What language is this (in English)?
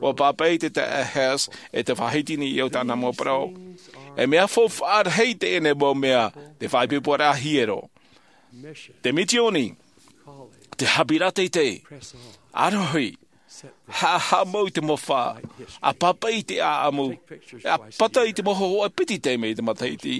Tahitian